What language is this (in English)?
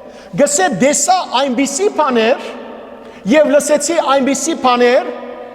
Western Armenian